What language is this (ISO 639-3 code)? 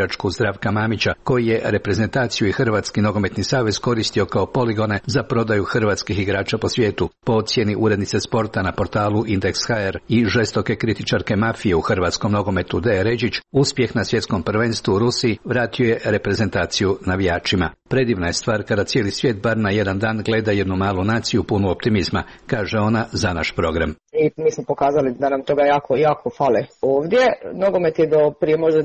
hrv